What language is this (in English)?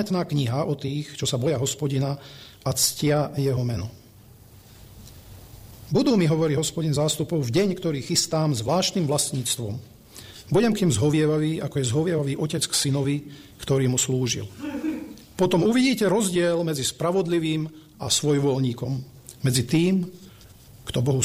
Slovak